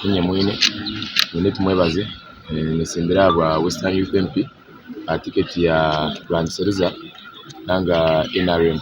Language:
Nyankole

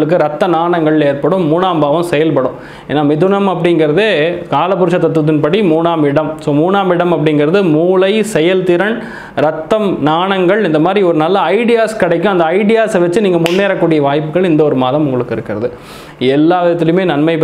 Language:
Tamil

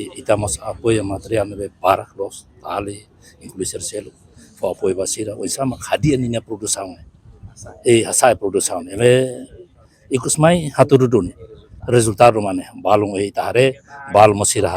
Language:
Tetum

